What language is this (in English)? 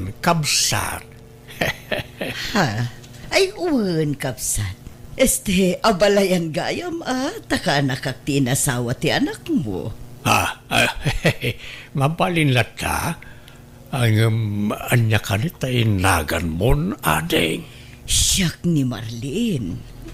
Iloko